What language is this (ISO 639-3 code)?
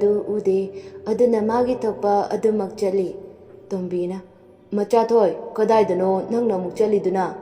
mni